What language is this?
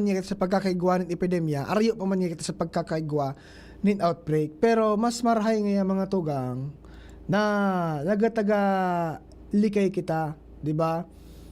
Bikol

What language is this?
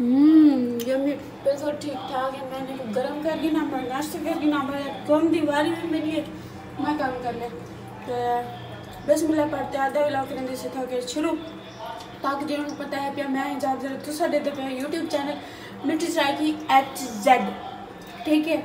Saraiki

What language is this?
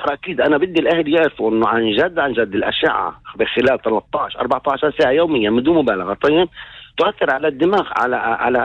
North Levantine Arabic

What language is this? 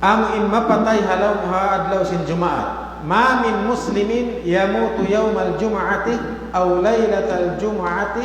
Tausug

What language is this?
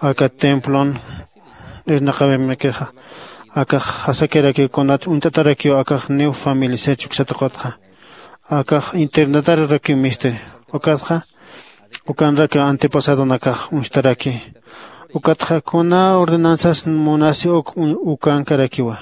Aymara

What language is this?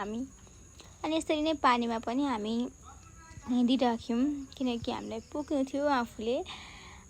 Nepali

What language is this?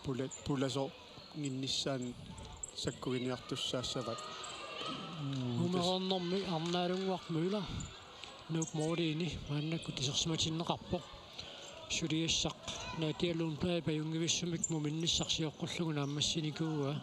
Kalaallisut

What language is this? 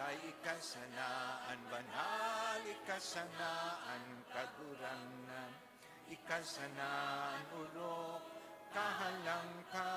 Bikol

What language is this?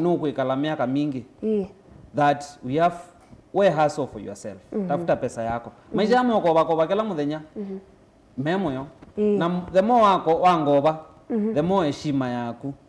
Kamba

